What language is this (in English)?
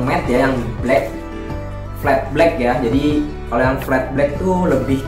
Indonesian